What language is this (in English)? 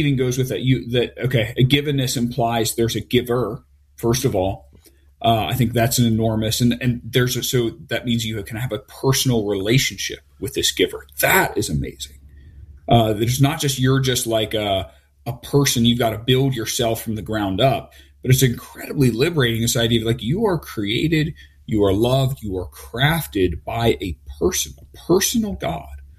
English